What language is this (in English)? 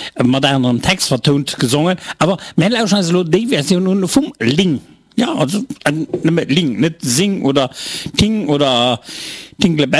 Luxembourgish